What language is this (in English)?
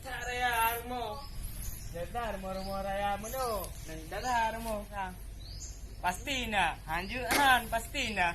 Achinese